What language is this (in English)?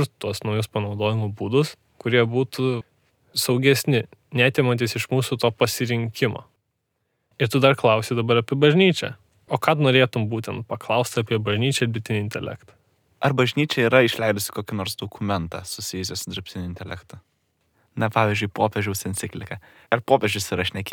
Lithuanian